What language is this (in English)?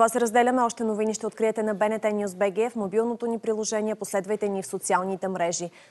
Bulgarian